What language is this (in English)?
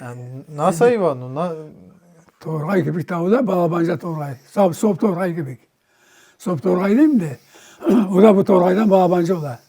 Crimean Tatar